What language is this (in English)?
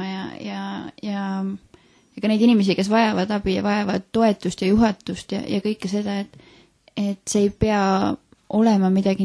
Estonian